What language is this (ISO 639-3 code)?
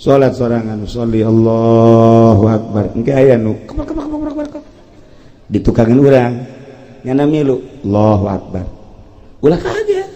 sun